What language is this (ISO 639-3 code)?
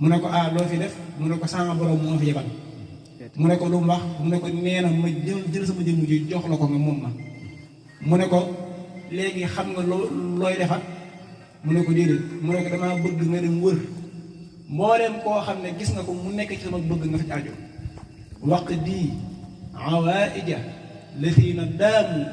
wol